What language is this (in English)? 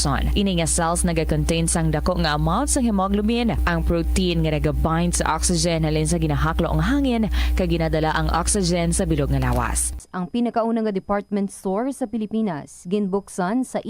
Hiligaynon